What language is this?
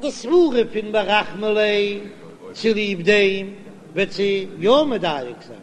Yiddish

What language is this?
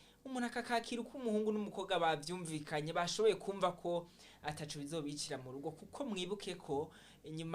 Rundi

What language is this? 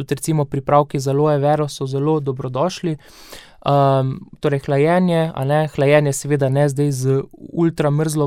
Slovenian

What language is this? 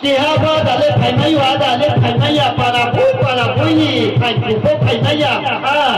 Riang (India)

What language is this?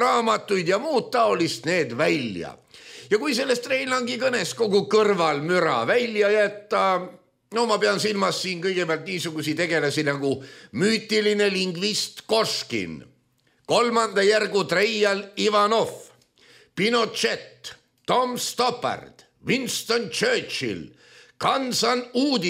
Estonian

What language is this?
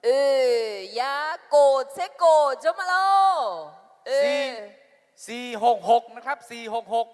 Akha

